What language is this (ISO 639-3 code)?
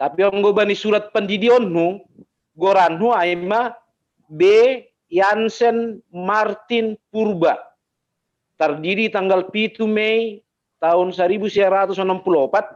bts